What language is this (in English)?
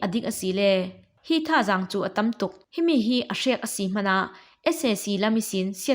Falam Chin